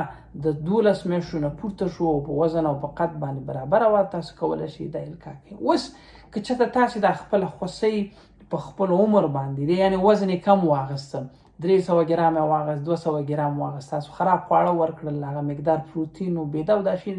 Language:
Pashto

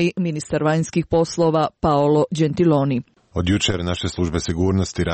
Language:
Croatian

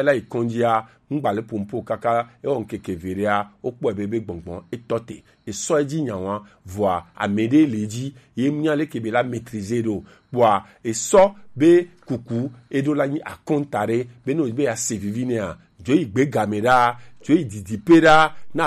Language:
Gen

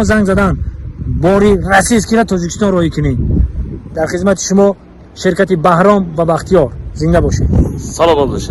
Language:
Tajik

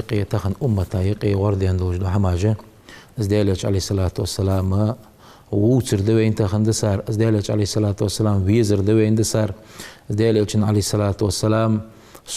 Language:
Ingush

